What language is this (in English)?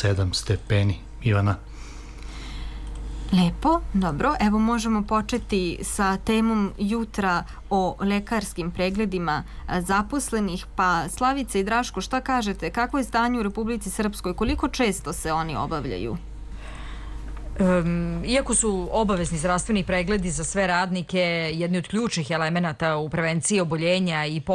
Serbian